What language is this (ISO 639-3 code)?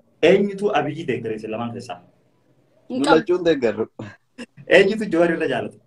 orm